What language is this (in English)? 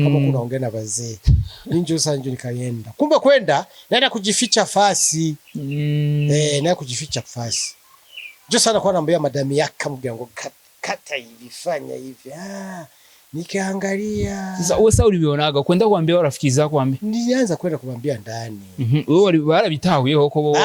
Rundi